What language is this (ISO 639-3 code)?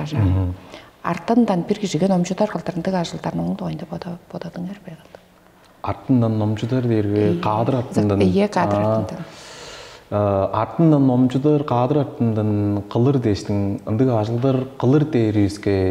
tyv